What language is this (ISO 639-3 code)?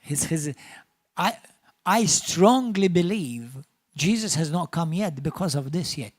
eng